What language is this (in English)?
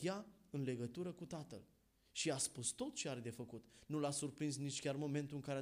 Romanian